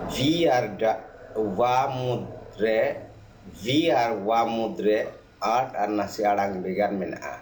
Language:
Santali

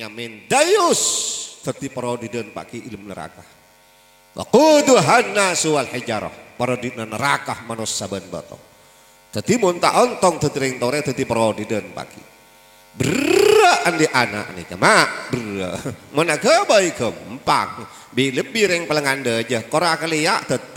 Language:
Madurese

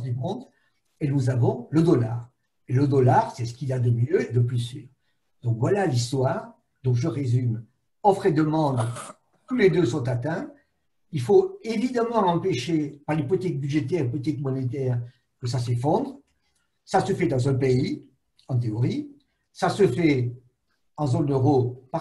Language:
French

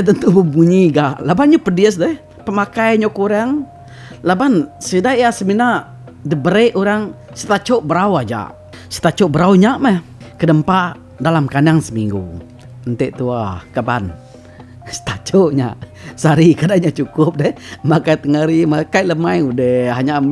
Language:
Iban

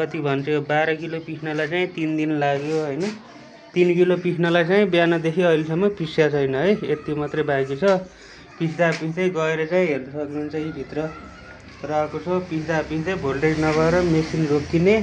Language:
Nepali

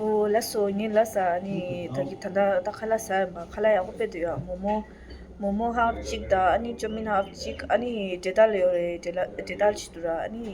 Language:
Tibetan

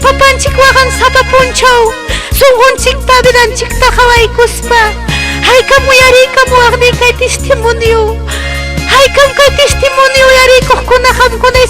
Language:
Ayacucho Quechua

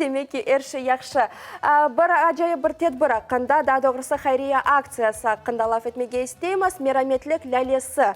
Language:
Crimean Tatar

